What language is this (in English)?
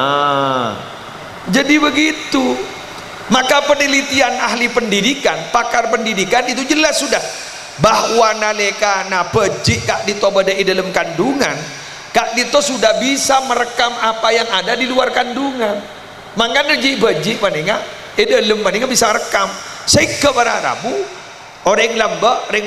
Madurese